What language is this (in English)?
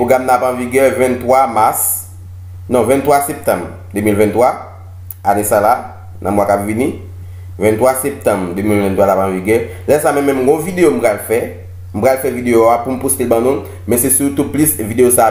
Haitian Creole